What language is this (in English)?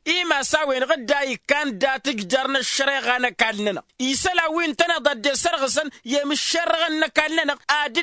Tamasheq